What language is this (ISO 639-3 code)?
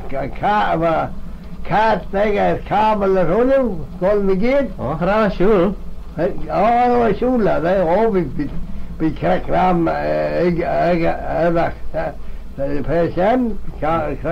glv